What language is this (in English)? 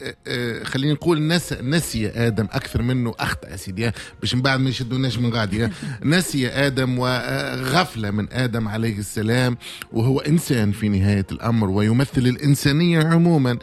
Tunisian Arabic